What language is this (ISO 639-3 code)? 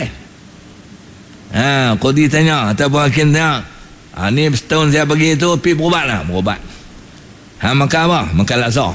msa